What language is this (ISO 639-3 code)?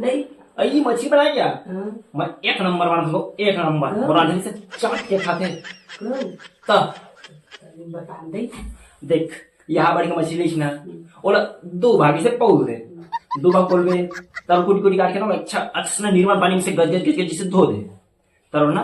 hne